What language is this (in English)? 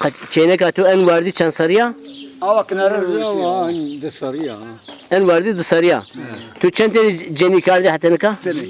Zaza